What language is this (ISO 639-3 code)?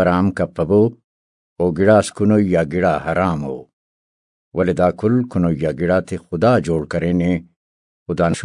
brh